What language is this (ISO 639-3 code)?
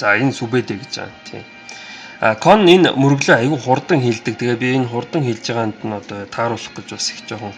mon